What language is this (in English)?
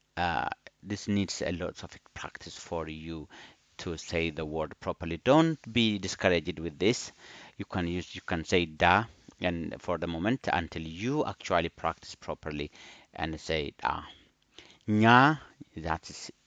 English